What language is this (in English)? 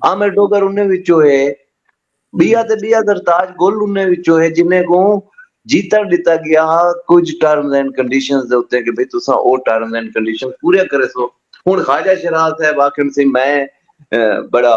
Saraiki